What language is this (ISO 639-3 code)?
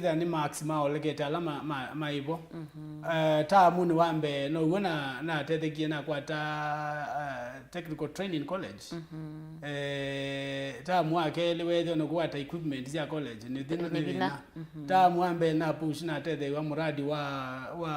kam